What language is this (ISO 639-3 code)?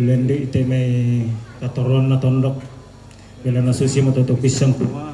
sda